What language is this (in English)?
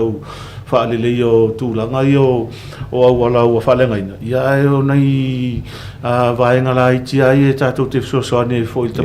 Samoan